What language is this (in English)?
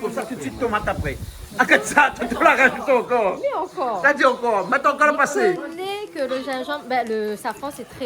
Réunion Creole French